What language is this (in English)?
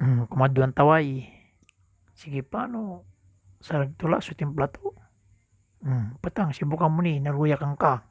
Pangasinan